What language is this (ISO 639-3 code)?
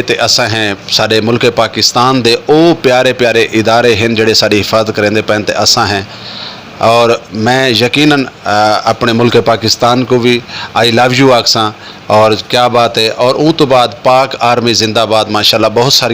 skr